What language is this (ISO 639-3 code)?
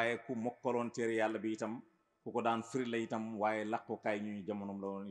wol